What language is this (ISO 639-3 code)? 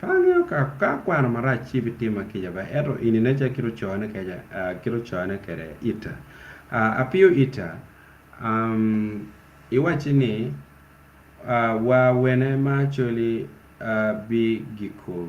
ach